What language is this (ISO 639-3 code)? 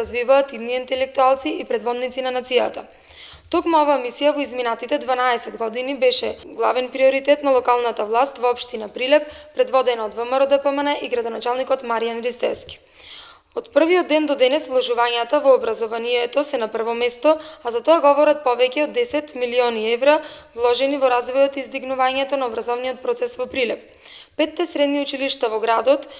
mkd